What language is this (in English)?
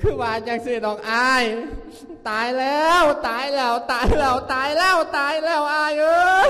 Lao